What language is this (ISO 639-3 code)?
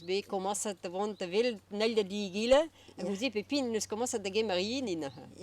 bre